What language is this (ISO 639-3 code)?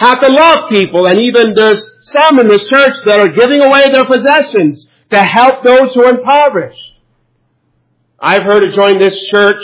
eng